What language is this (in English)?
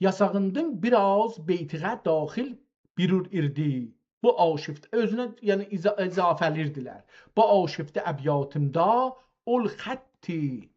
South Azerbaijani